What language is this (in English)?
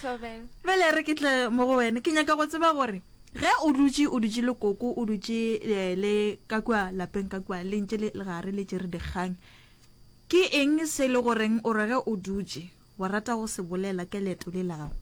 Northern Sotho